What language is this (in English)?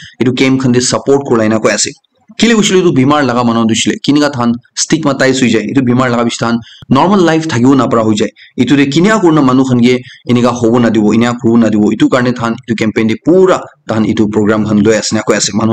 Naga Pidgin